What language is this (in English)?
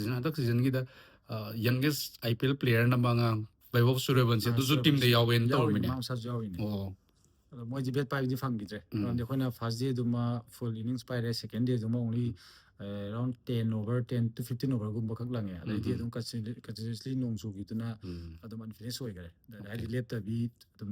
Manipuri